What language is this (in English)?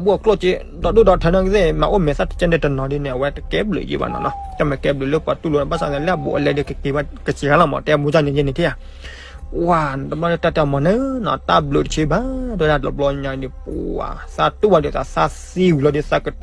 S'gaw Karen